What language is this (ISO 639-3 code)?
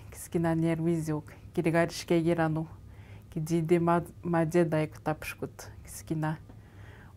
atj